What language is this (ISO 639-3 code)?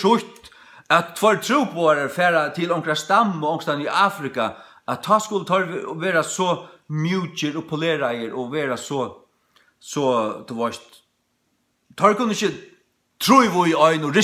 fao